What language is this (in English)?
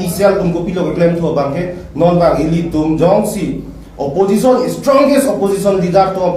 Karbi